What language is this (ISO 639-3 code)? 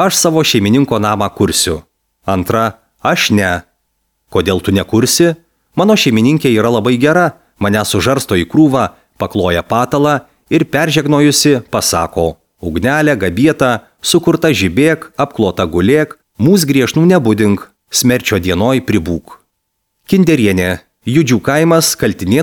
lit